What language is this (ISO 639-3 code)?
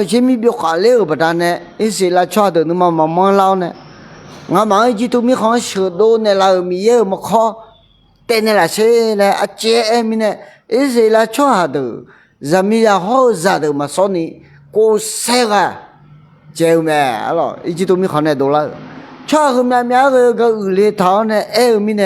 ahk